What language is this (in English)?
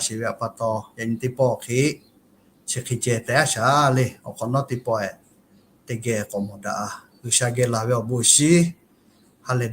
Lahu